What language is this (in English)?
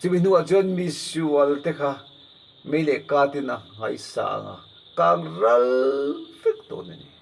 Mizo